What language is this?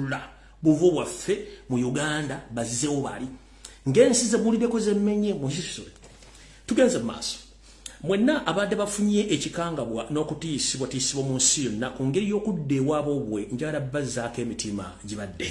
Ganda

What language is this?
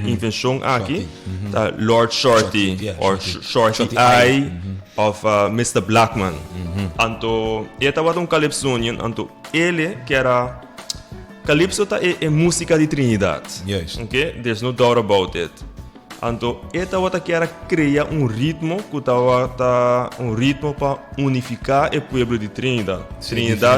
Papiamento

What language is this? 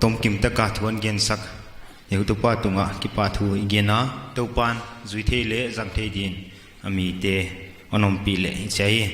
Paite Chin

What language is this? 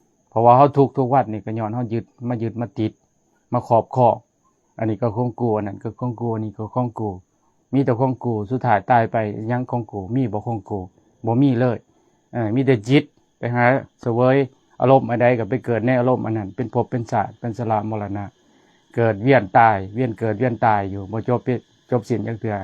Lao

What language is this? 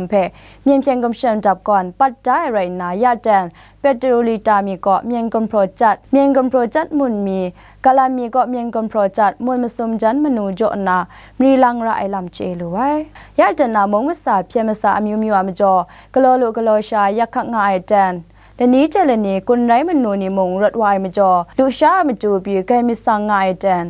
Kachin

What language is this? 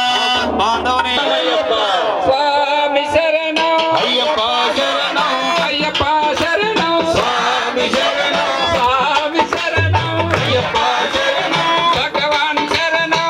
Telugu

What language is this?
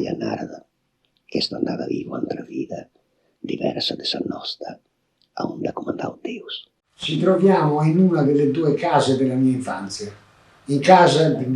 Sardinian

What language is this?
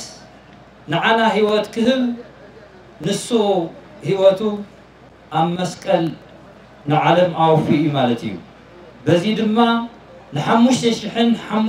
Tigrinya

